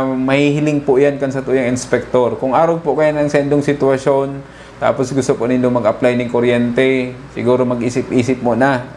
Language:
Bikol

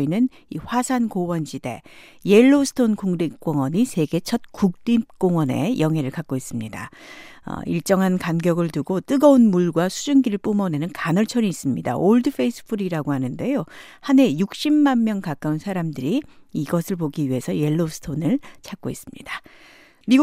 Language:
Korean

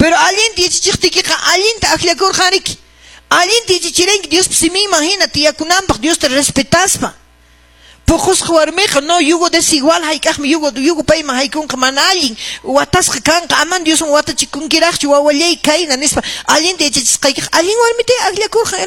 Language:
Quechua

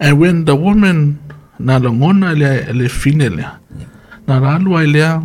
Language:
Samoan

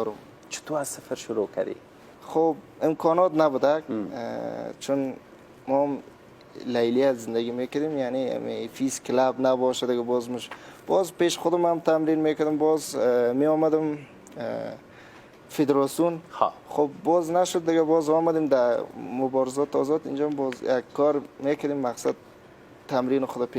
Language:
Persian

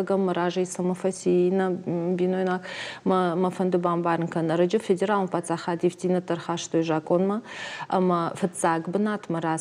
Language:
Ossetic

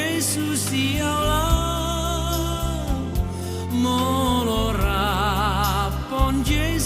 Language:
Batak Toba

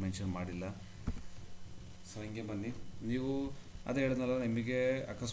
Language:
Kannada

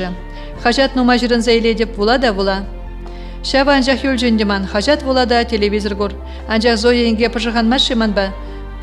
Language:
Chuvash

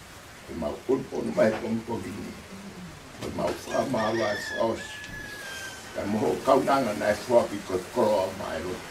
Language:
Tongan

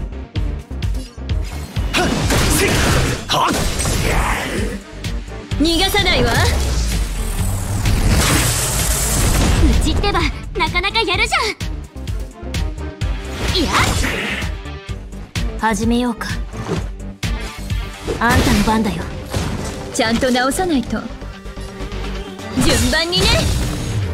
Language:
Japanese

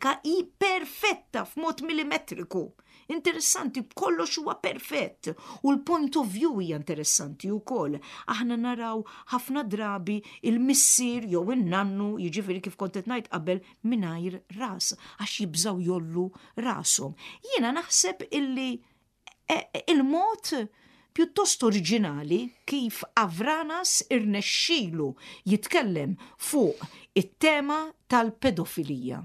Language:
Maltese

